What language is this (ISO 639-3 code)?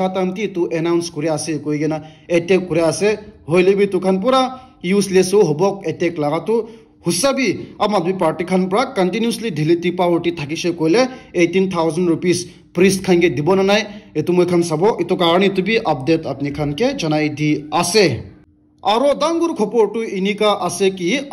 nag